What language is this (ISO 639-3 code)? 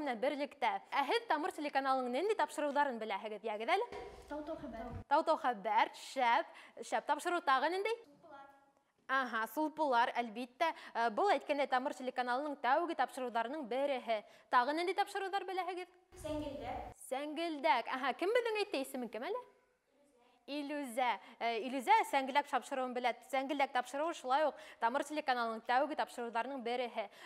bak